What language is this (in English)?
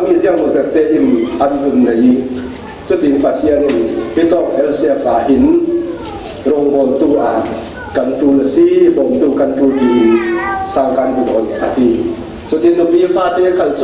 Falam Chin